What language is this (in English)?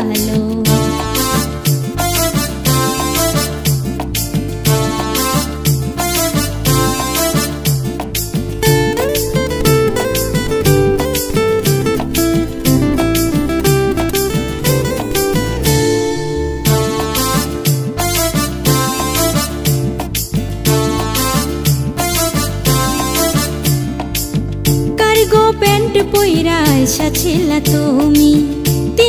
Bangla